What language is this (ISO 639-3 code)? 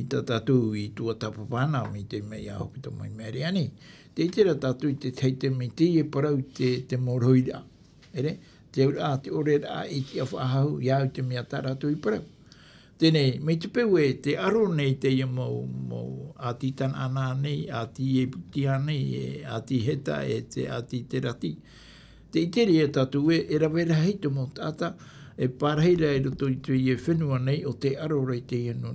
tah